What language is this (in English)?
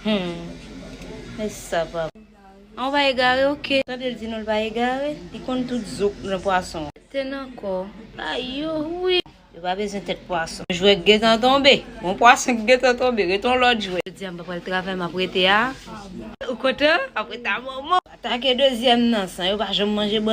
Haitian Creole